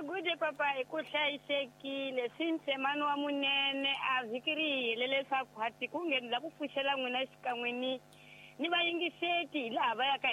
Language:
Tsonga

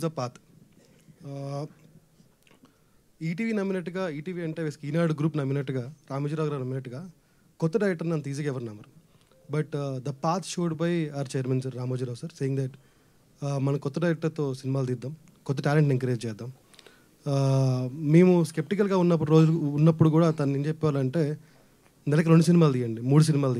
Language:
Telugu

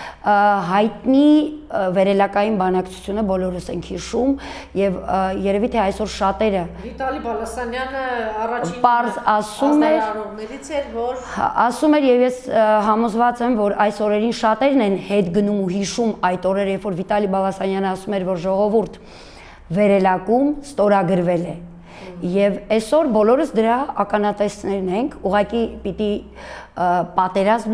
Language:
Armenian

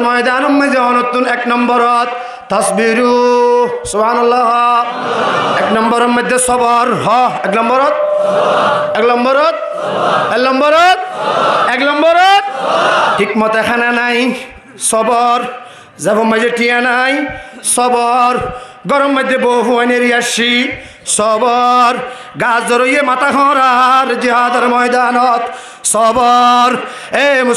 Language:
Rohingya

